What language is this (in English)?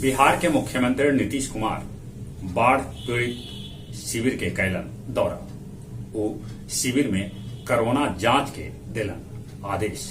Magahi